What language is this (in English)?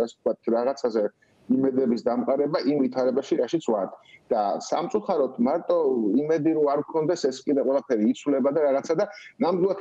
Georgian